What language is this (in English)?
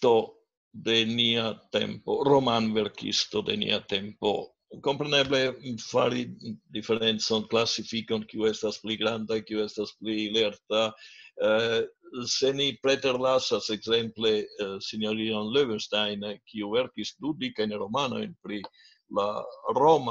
Esperanto